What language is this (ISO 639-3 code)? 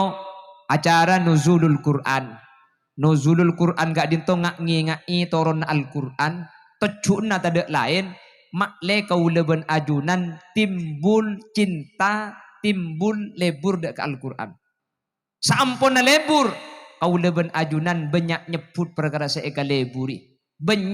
mad